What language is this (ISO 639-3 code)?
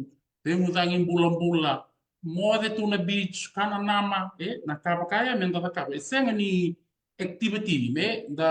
fij